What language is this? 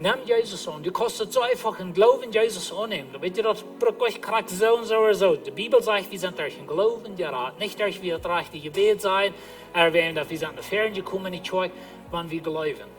Plautdietsch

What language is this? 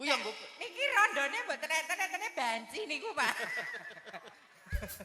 Javanese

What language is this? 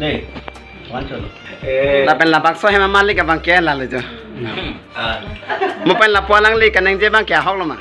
Karbi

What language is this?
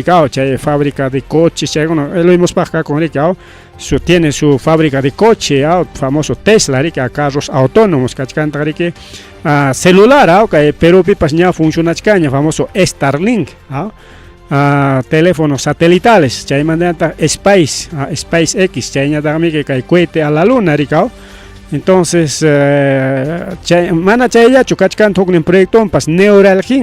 Ayacucho Quechua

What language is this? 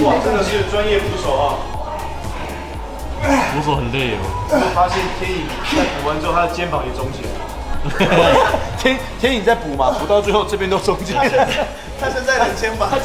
Chinese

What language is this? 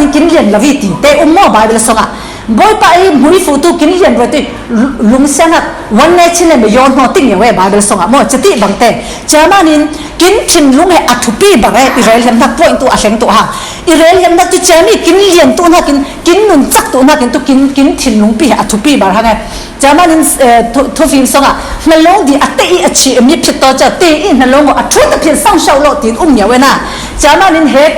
Falam Chin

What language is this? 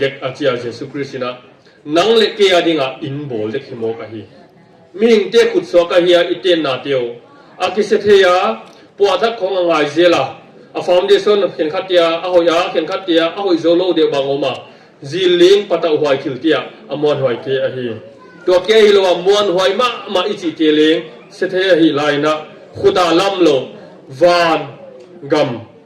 Tedim Chin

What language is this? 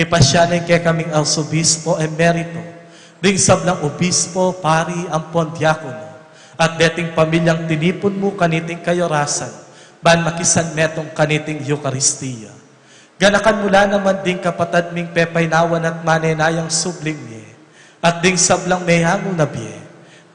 Pampanga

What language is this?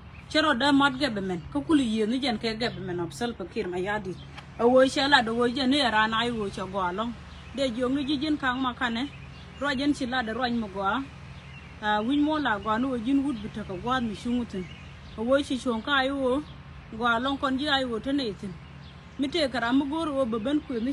Nuer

